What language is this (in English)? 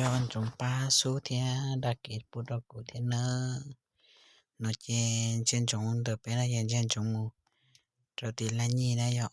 Hmong